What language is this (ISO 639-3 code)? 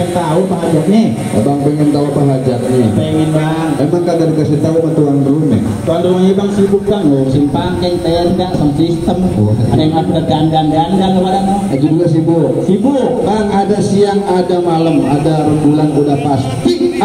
bew